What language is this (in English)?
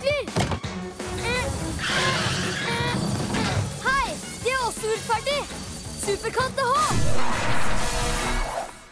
Norwegian